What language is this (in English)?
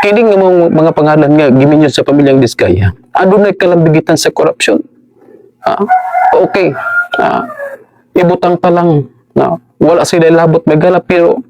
Cebuano